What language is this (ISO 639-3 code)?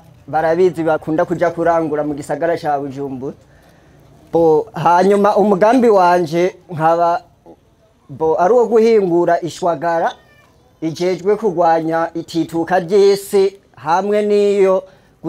run